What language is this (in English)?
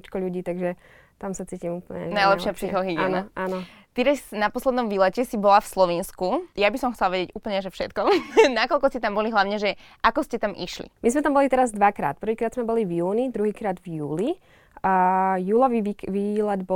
Slovak